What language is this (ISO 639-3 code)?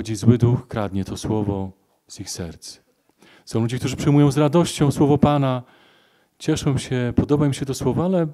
pol